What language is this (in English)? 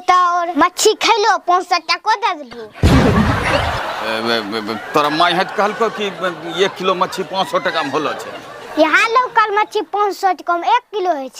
Angika